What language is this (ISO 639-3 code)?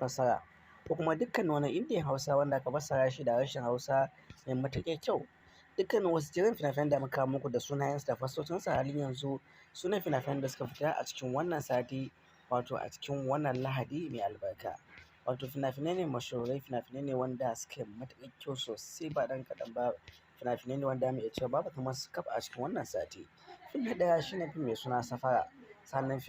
hau